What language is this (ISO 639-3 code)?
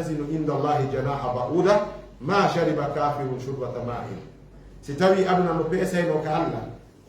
ful